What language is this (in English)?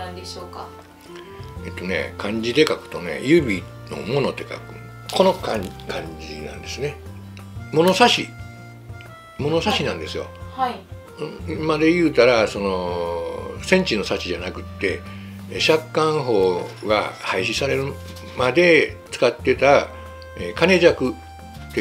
Japanese